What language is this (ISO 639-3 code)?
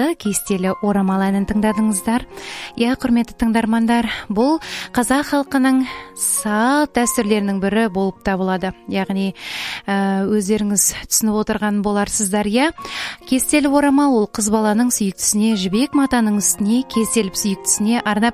kaz